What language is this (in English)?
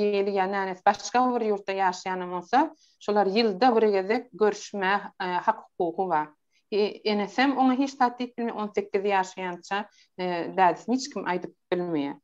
Turkmen